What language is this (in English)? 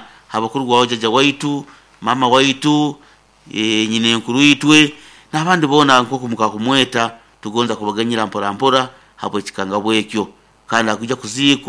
Nyoro